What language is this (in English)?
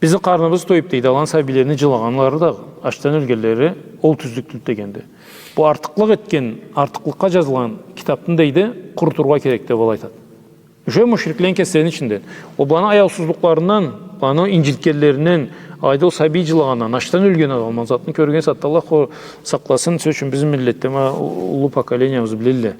Karachay-Balkar